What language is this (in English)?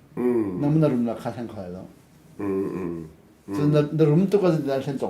Hakha Chin